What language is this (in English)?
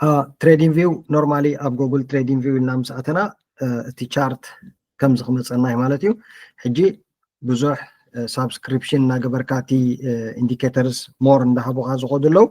Tigrinya